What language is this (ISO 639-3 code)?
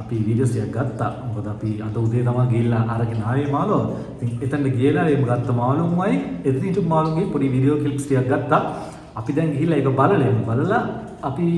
sin